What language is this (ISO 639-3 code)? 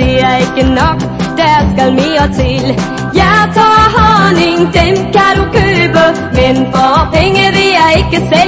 dan